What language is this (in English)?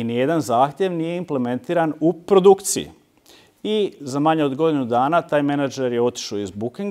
Croatian